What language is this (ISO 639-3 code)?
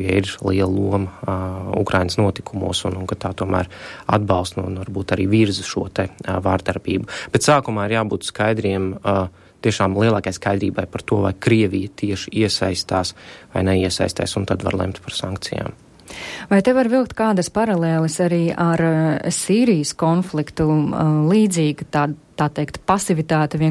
lav